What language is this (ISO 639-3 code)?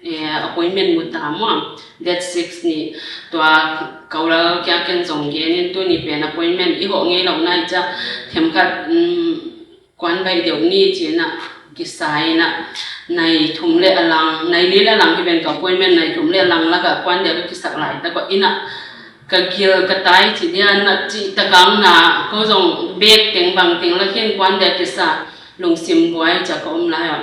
ctd